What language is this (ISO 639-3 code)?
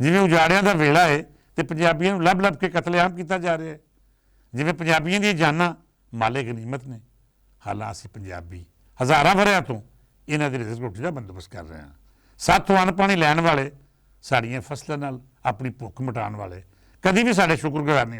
lah